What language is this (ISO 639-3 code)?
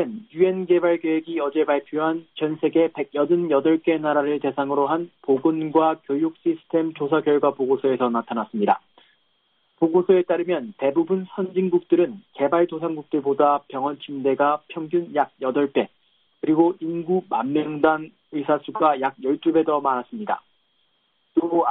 kor